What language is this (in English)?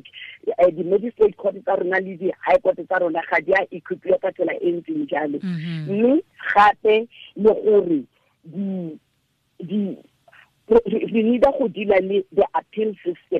Tswana